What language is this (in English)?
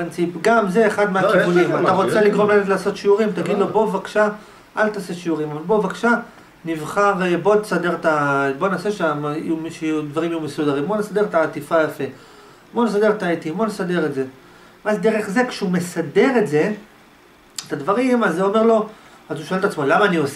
Hebrew